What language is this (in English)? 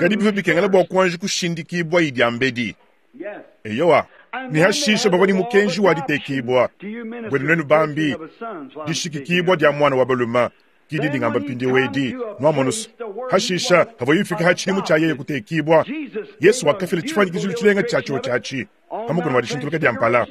Luba-Lulua